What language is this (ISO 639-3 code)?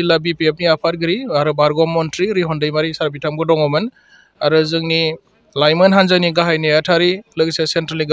brx